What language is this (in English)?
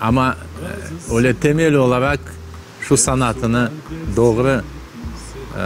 Crimean Tatar